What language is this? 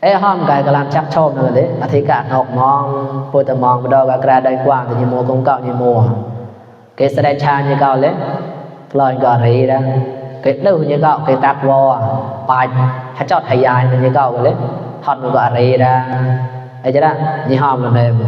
Mon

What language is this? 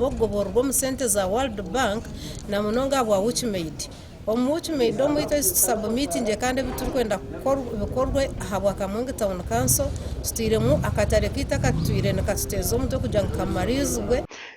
Nyankole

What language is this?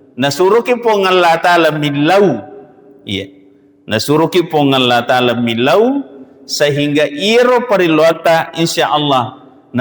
Buginese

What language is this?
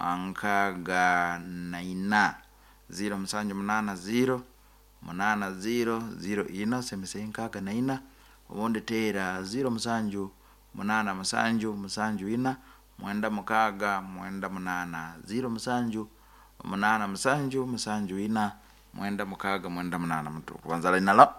Nyankole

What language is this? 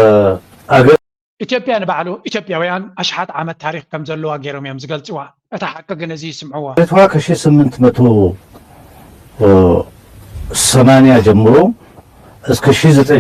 Tigrinya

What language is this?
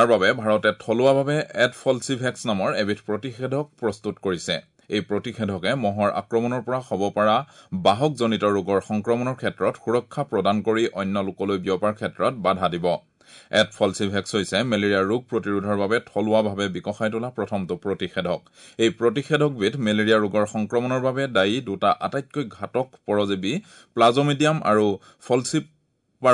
Assamese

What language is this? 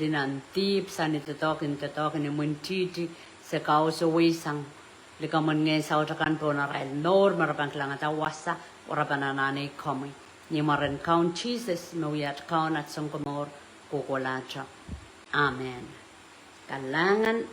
Pohnpeian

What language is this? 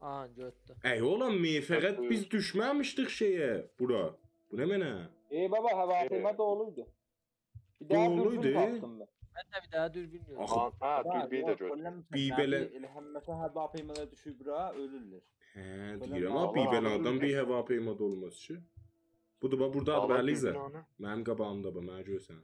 South Azerbaijani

